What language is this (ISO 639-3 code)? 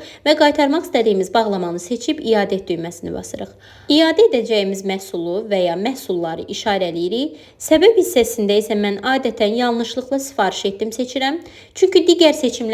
aze